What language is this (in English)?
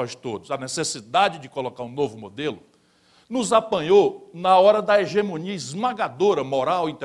Portuguese